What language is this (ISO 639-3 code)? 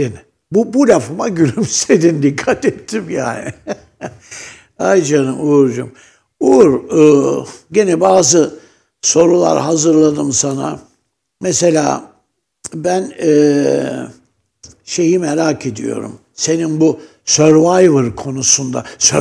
tur